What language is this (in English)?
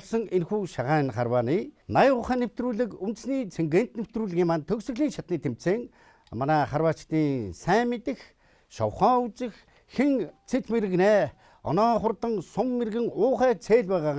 Mongolian